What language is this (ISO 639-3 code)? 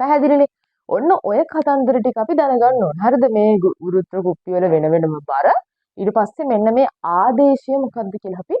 sin